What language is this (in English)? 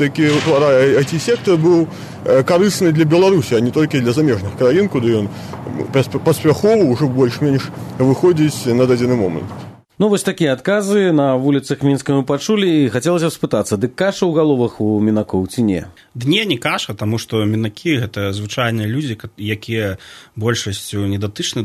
Belarusian